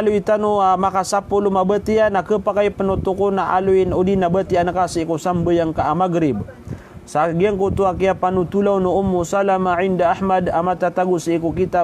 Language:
Maranao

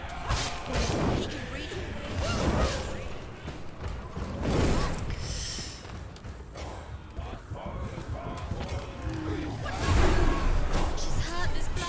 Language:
Hungarian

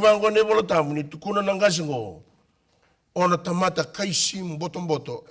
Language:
Fijian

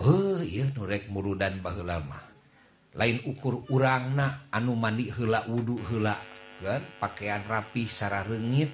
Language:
Sundanese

